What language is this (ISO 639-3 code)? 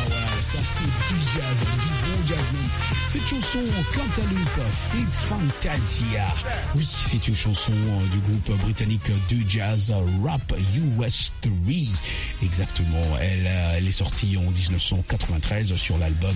fra